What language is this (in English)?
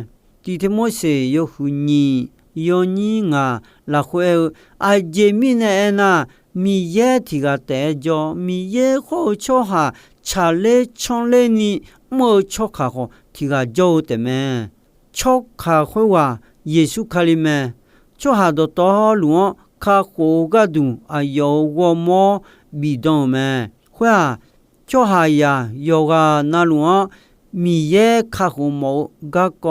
Akha